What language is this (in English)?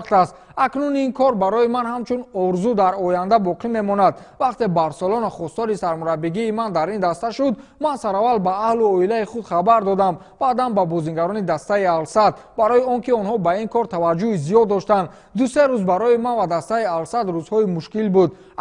Tajik